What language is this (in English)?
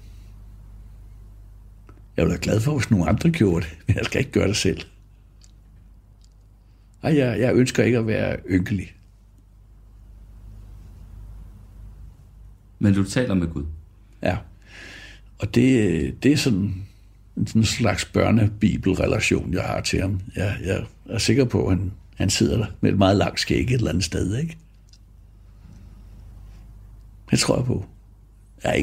Danish